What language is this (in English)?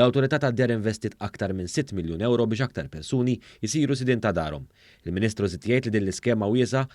Maltese